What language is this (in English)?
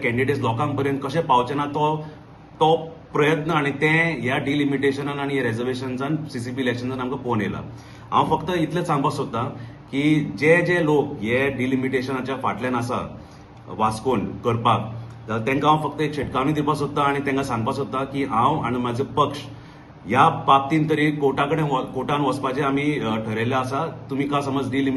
Konkani